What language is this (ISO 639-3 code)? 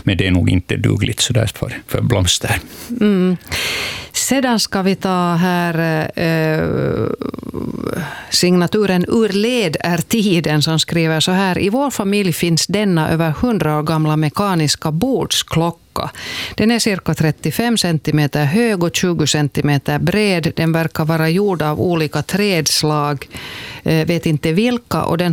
swe